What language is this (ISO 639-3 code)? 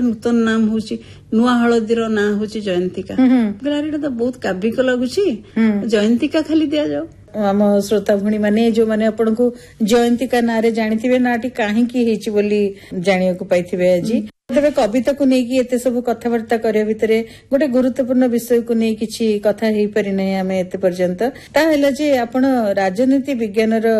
ori